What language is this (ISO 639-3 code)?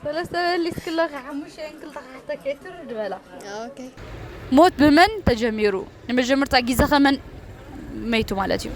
tir